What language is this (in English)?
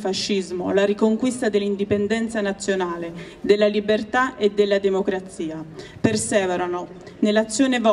Italian